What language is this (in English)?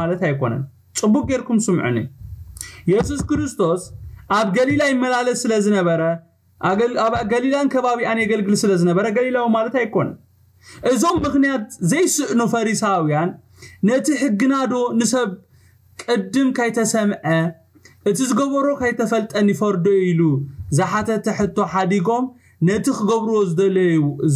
Tigrinya